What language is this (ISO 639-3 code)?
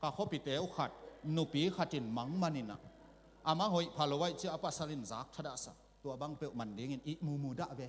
ctd